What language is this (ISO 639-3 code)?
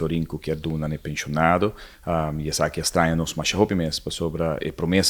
pap